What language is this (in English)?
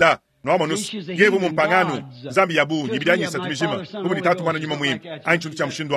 Luba-Lulua